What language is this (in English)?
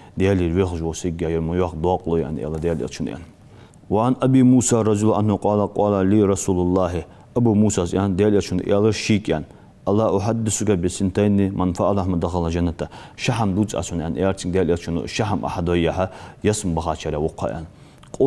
Ingush